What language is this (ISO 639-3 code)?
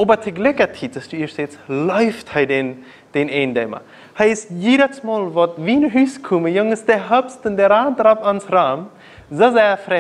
pdt